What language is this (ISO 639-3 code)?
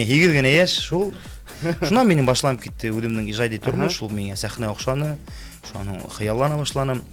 bak